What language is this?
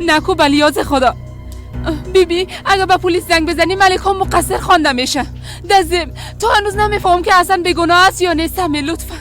Persian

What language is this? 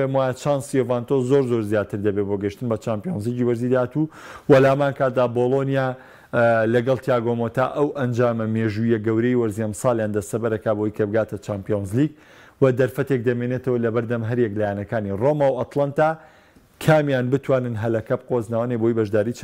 Central Kurdish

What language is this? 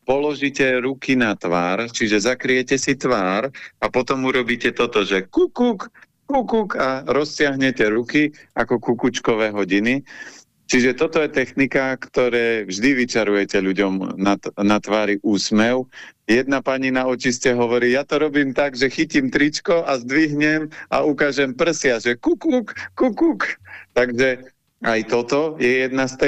Slovak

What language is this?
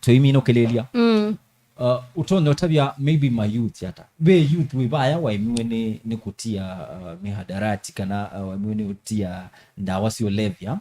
Kamba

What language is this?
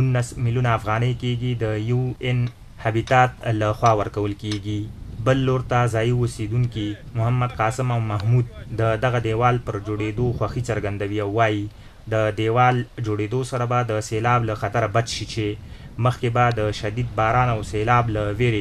Pashto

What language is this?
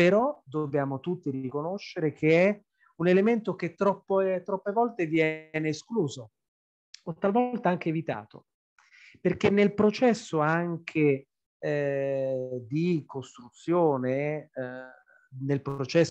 Italian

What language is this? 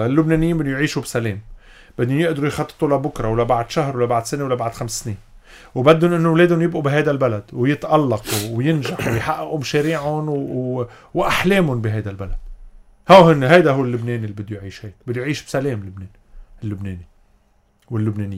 North Levantine Arabic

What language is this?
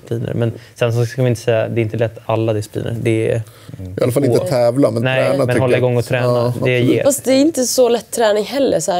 Swedish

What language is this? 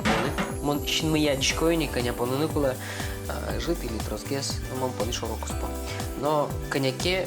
Udmurt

